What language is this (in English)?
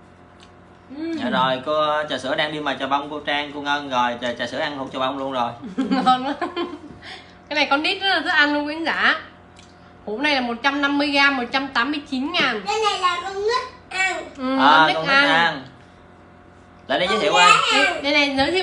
Vietnamese